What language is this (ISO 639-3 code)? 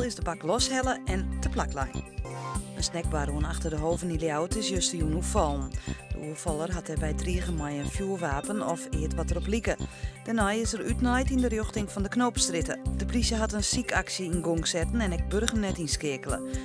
fry